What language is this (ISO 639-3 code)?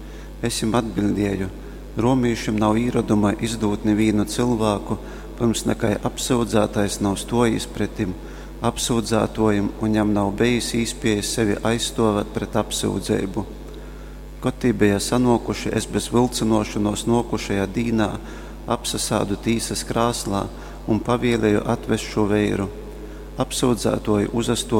ltg